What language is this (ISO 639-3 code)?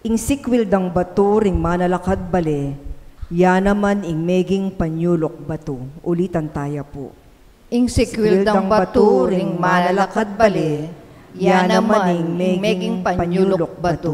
pam